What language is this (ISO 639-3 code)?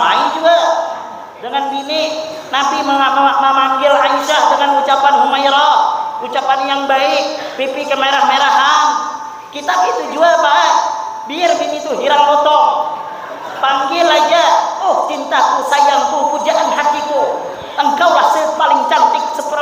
bjn